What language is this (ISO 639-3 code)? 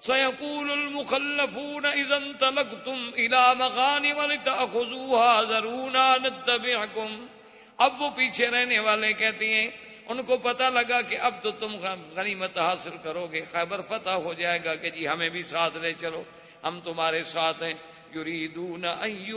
urd